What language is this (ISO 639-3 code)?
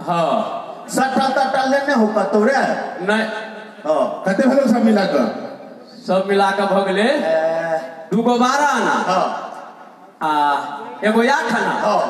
mai